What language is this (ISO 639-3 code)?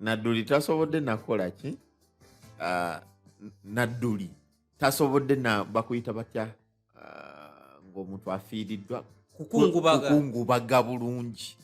lug